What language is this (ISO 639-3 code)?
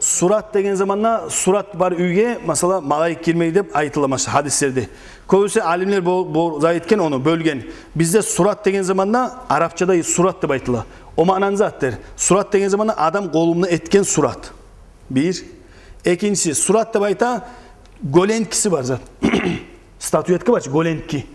kum